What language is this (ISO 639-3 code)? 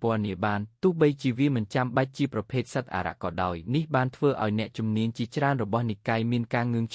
khm